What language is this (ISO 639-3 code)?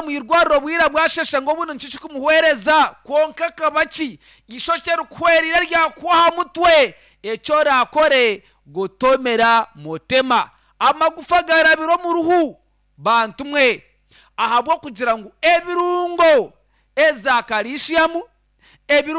nyn